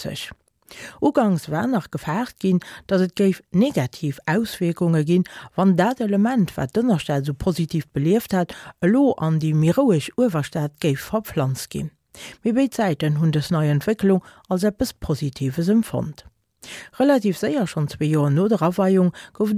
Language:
Luxembourgish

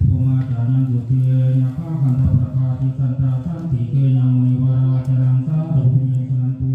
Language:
Pali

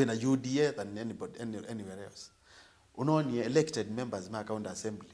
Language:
Kamba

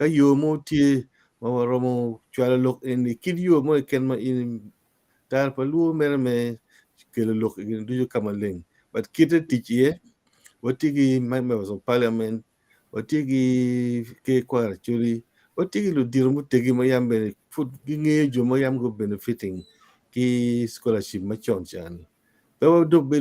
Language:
Acoli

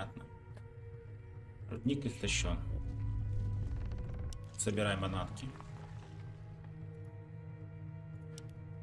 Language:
Russian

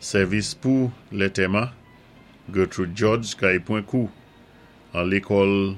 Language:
Saint Lucian Creole French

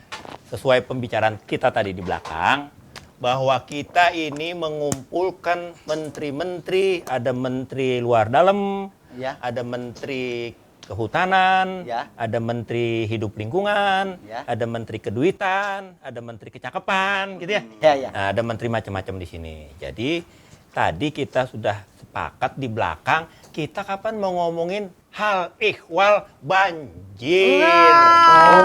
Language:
Betawi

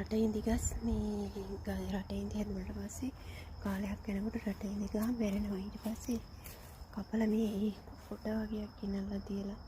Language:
Sinhala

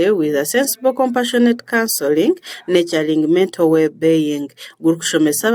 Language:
Nyankole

